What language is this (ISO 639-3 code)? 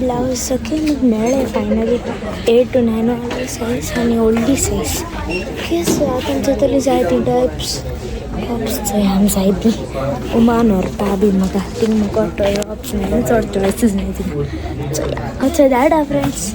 kok